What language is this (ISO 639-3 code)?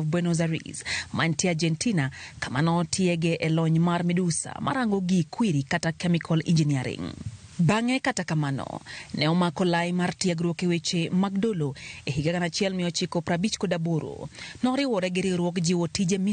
luo